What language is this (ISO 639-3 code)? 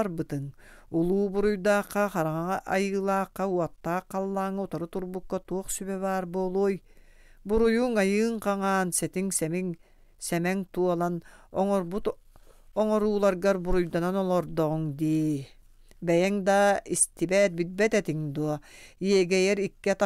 sah